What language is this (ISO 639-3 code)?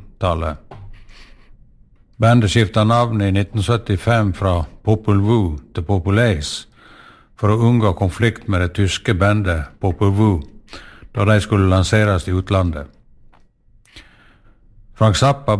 nor